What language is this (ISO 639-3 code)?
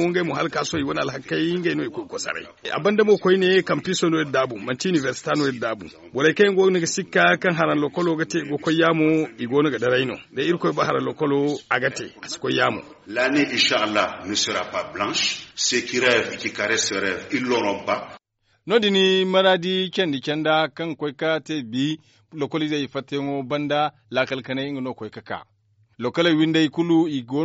dje